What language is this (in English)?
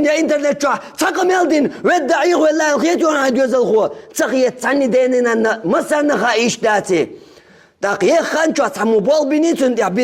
Chechen